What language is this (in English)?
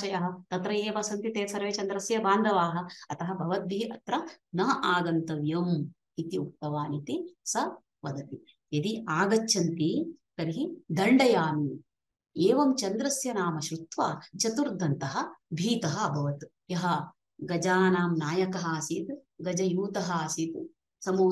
Sanskrit